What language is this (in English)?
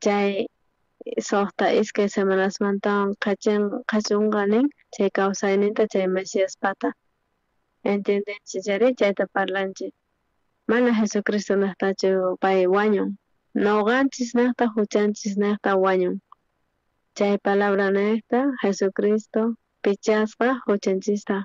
South Bolivian Quechua